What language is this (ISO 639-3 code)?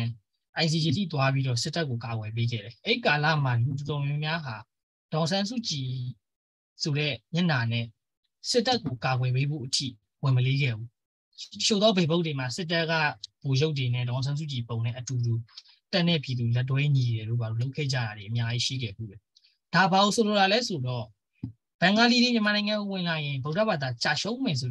mya